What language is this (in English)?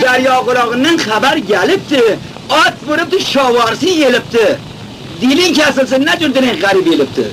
Khorasani Turkish